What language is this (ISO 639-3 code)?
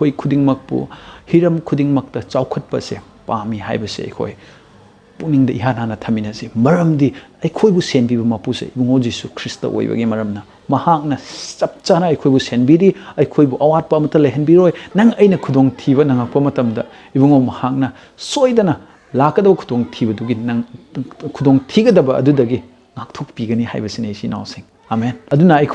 mni